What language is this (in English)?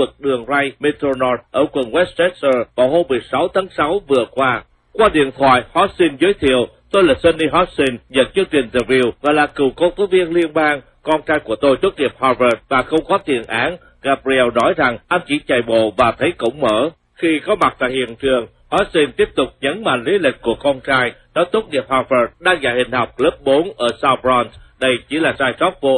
Vietnamese